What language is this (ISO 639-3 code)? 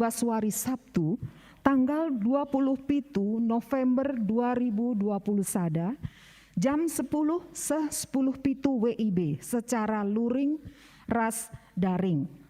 btx